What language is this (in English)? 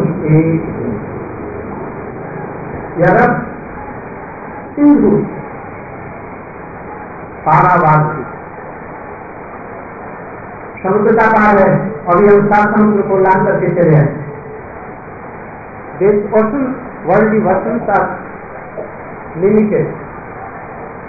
Hindi